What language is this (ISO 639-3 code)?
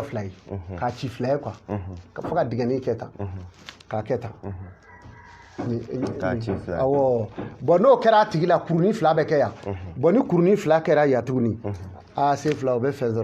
bam